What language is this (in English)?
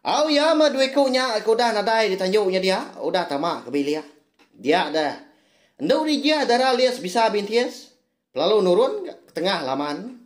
Iban